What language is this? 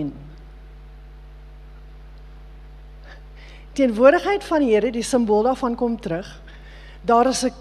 Afrikaans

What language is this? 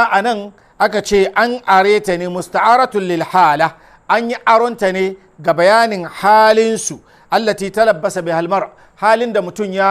Hausa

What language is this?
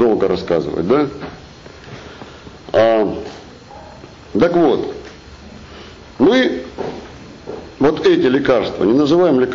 Russian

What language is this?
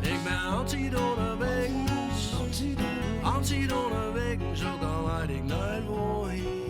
Western Frisian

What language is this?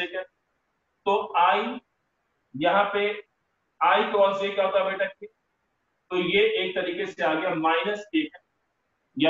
Hindi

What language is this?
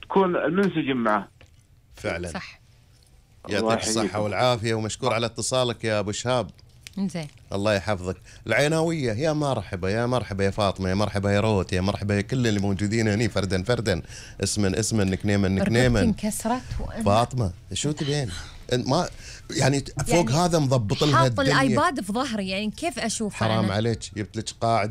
Gulf Arabic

